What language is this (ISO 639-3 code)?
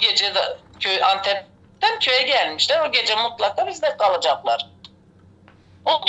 tur